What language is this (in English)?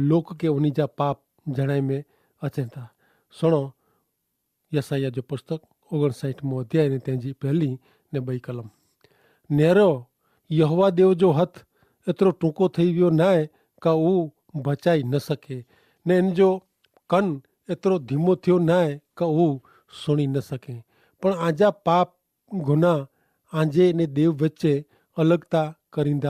Kachhi